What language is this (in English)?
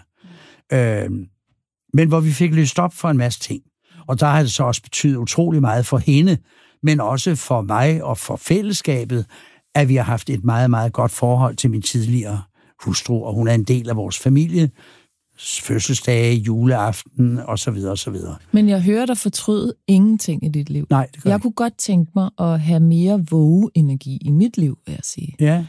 Danish